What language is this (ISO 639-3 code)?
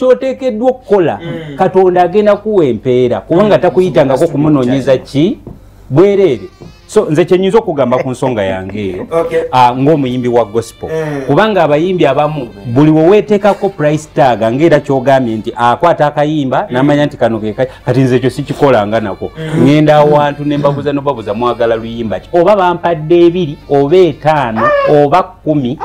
lug